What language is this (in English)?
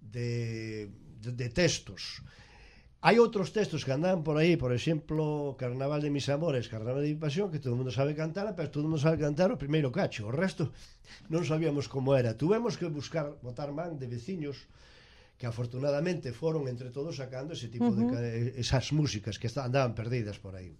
Galician